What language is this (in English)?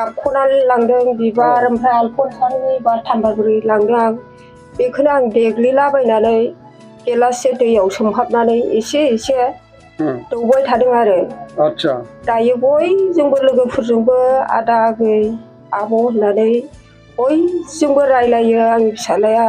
Bodo